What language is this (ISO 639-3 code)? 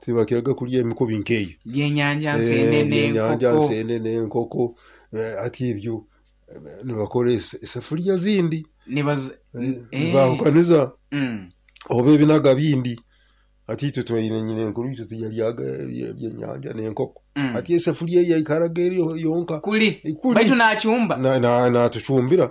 nyo